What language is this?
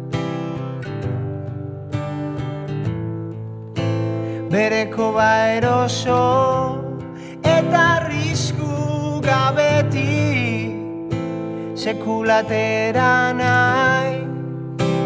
Basque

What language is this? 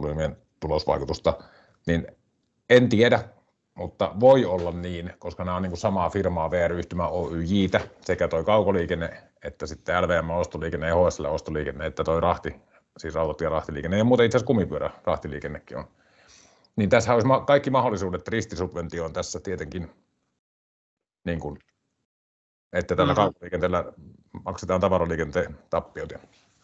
Finnish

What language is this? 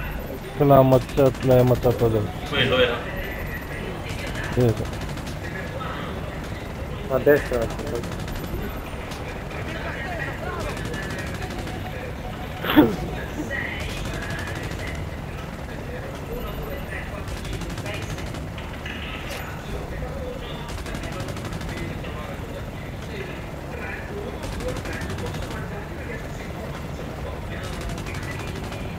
Italian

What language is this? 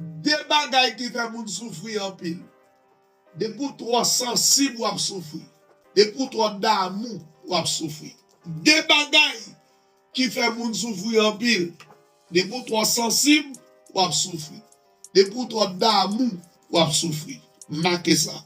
Haitian Creole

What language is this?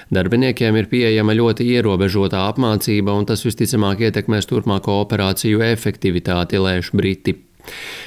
Latvian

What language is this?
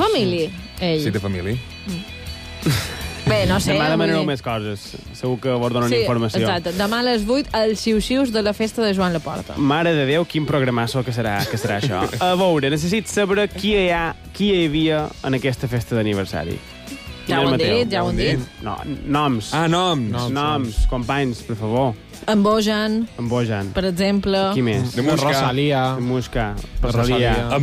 Catalan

